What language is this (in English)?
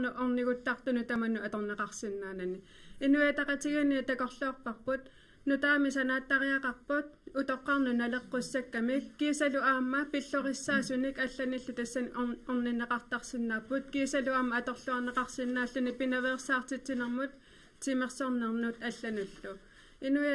Kalaallisut